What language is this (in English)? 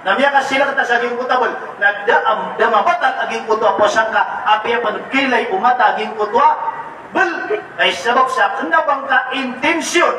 Maranao